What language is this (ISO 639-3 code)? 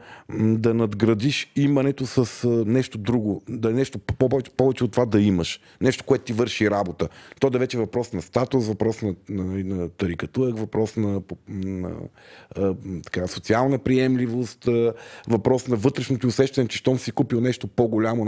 bul